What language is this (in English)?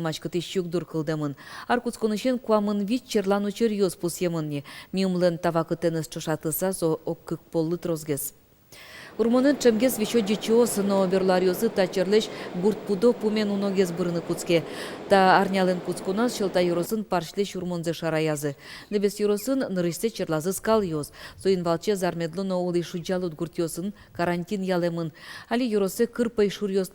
Udmurt